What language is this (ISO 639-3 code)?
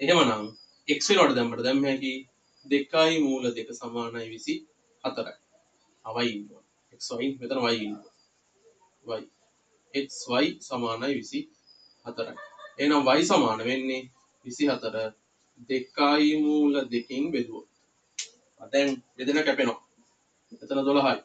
sin